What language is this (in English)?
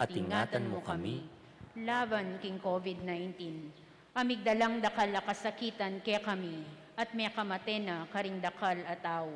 Pampanga